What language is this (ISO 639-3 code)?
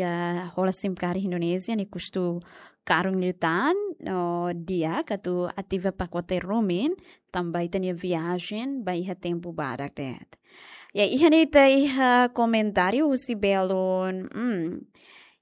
tet